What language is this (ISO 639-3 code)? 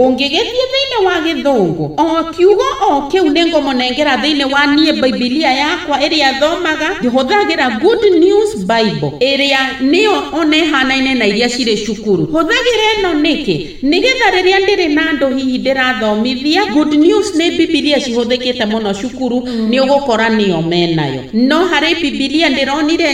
kik